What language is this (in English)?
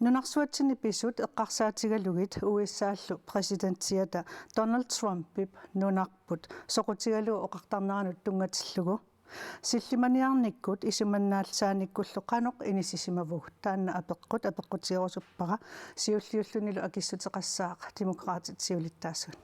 Kalaallisut